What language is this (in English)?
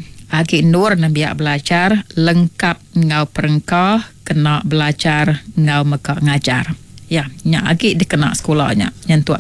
Iban